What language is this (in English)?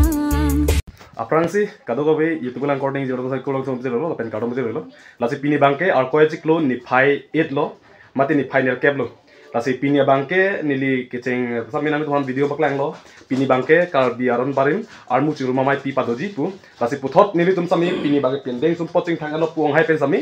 Karbi